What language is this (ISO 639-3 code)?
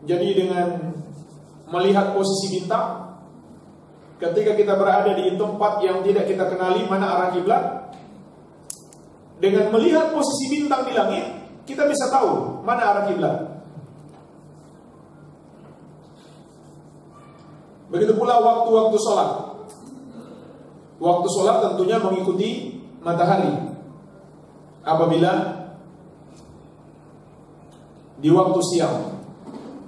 ind